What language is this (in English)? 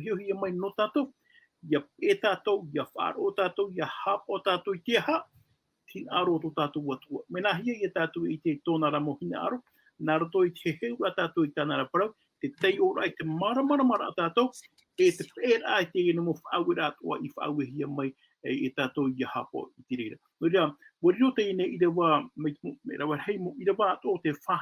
Tahitian